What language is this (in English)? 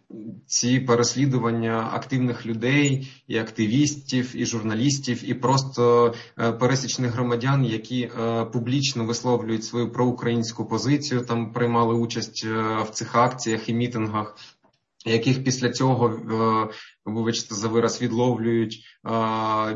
Ukrainian